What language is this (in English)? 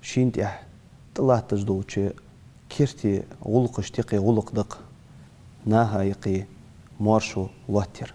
Ingush